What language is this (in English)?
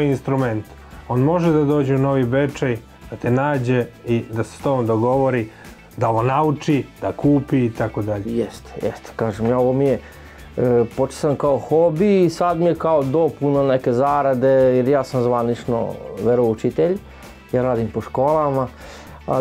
Serbian